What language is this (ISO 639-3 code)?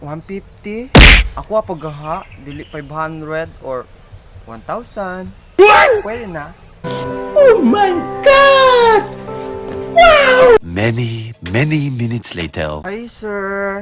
ceb